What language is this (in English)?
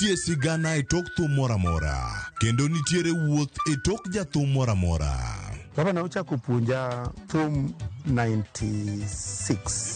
Luo (Kenya and Tanzania)